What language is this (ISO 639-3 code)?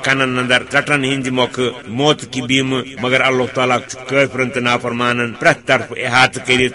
kas